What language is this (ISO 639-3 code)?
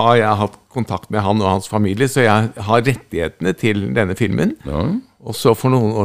nor